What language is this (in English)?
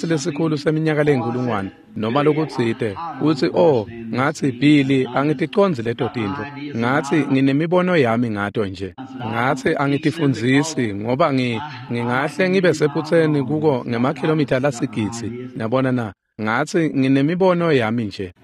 Swati